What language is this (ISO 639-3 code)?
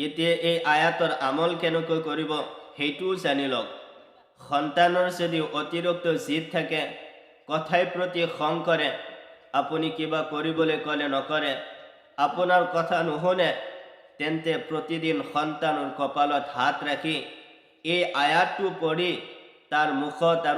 asm